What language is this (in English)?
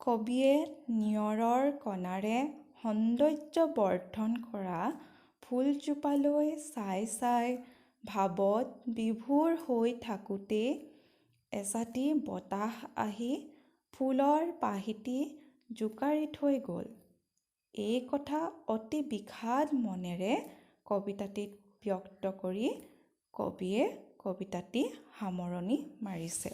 Assamese